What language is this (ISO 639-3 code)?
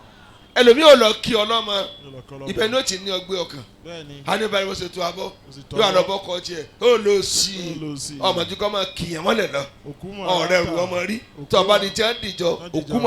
yor